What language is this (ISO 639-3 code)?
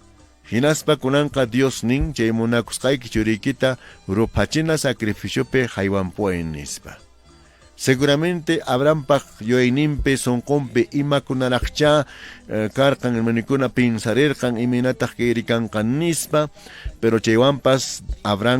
que